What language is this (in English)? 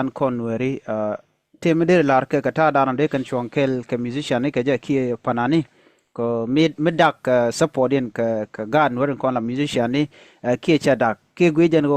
Nuer